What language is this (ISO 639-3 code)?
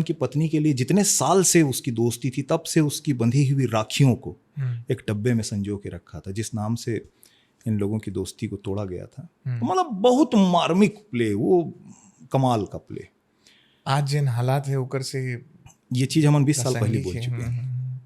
hne